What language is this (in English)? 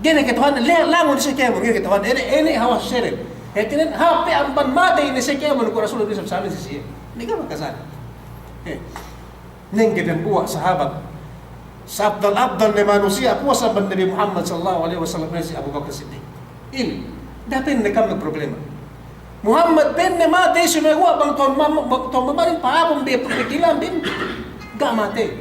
Yakan